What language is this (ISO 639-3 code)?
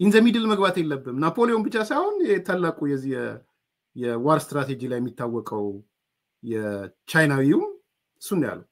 amh